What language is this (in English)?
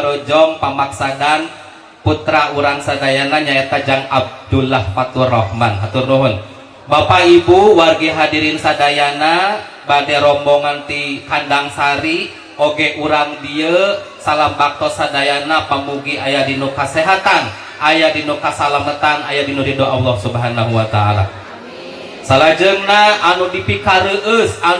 Sundanese